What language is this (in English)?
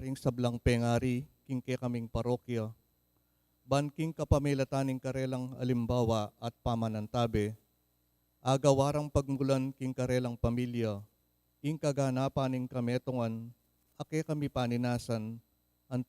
Pampanga